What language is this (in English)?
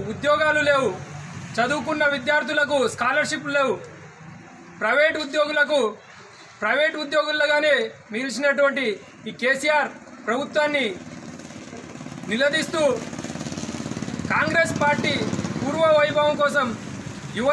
Telugu